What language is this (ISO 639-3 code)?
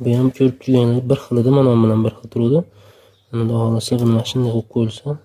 uzb